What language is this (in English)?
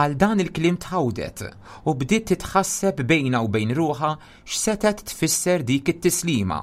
Maltese